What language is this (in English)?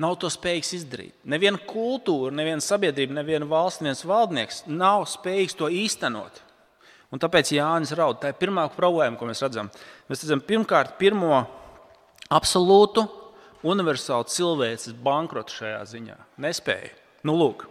Latvian